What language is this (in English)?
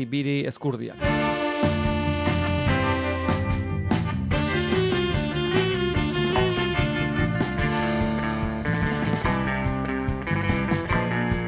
Basque